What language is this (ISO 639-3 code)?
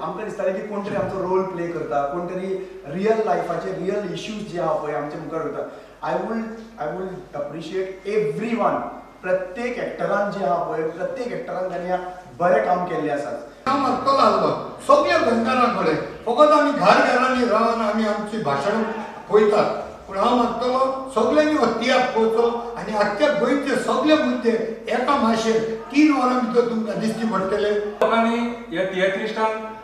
kok